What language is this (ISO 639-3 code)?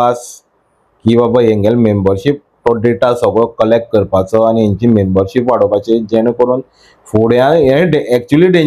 kok